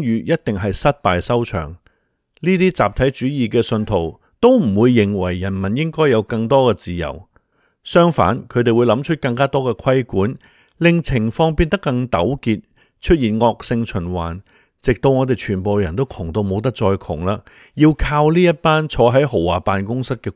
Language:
Cantonese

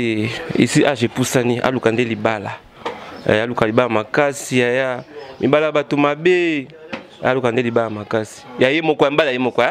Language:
Lingala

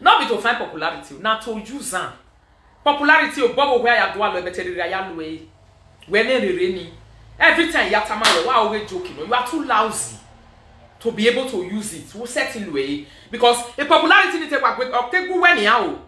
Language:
Nigerian Pidgin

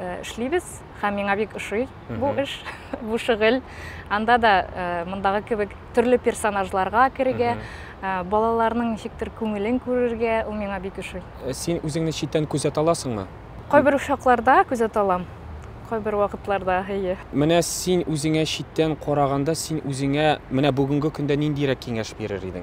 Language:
Tatar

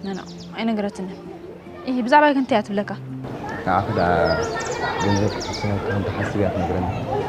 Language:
Tigrinya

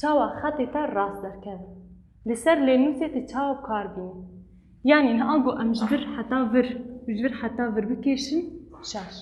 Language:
Kurdish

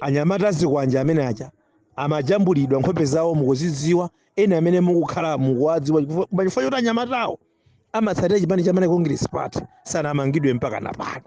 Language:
Nyanja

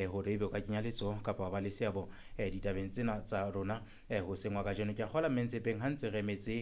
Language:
Southern Sotho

